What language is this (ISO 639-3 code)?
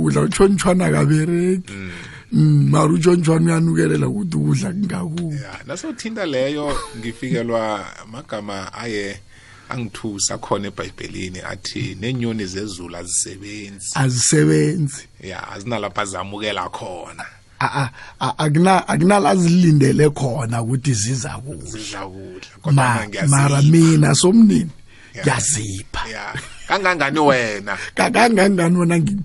nbl